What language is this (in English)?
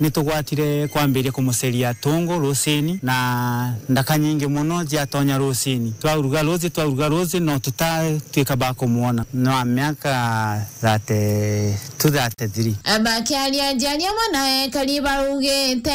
Meru